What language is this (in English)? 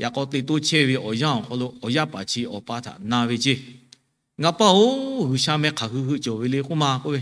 Lahu